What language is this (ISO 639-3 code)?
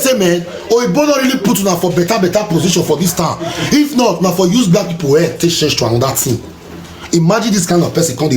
pcm